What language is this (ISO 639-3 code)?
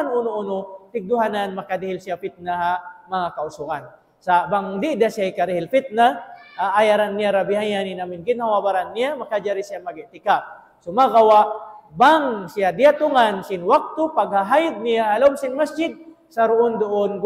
tsg